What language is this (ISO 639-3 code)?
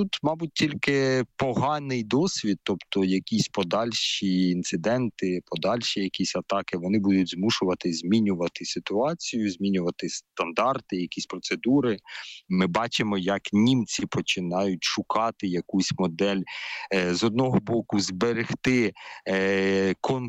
ukr